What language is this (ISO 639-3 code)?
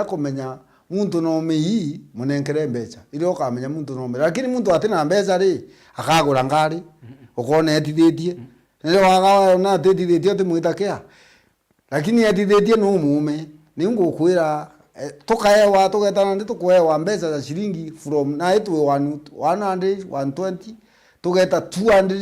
mer